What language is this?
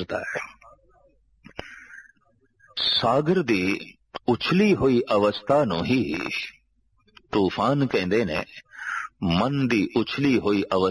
Punjabi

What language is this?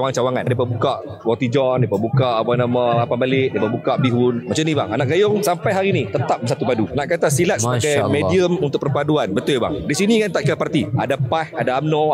Malay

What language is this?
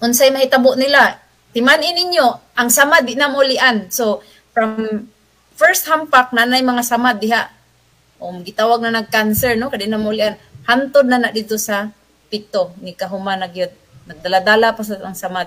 Cebuano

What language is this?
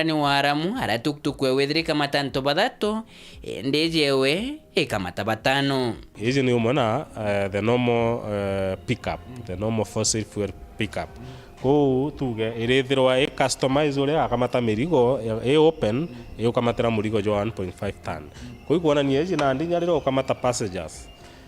Meru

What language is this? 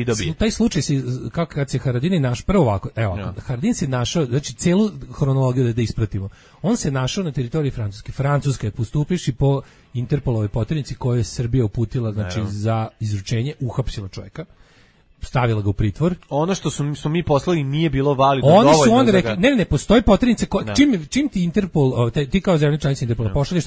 Serbian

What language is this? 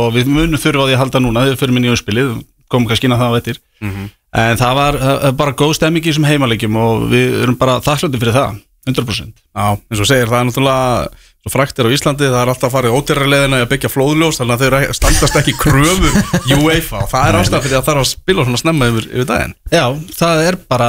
Icelandic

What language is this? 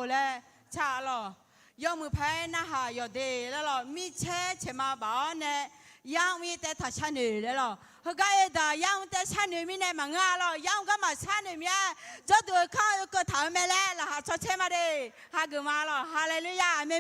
Akha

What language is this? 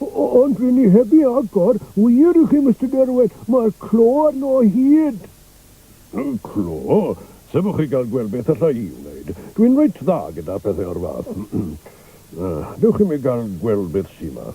Welsh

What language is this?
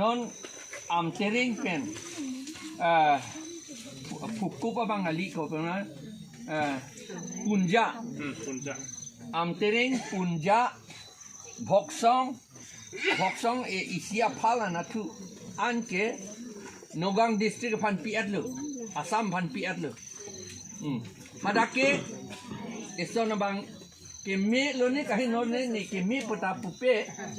Karbi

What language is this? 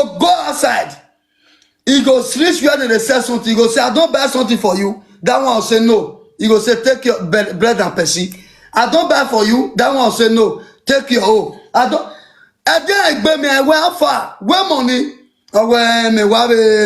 Nigerian Pidgin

